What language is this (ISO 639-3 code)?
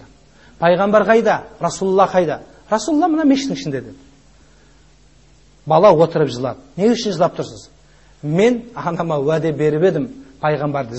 kaz